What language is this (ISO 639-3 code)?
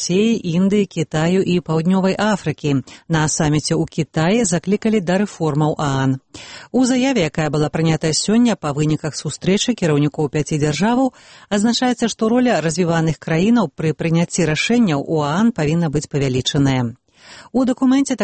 bel